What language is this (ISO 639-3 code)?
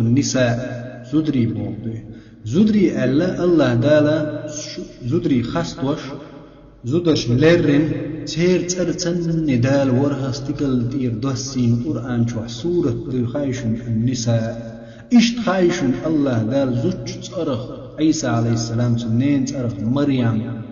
che